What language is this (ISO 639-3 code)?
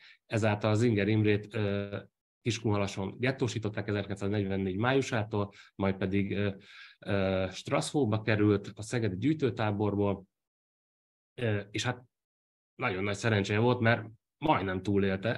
hun